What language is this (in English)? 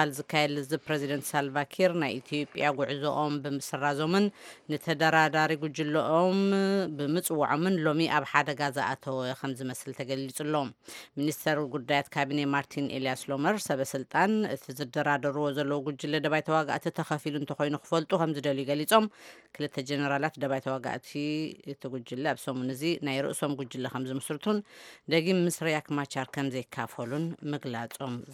Tigrinya